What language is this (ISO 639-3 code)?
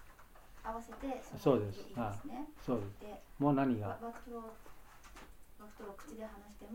jpn